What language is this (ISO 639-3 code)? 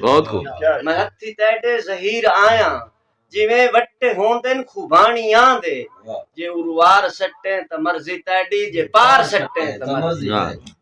skr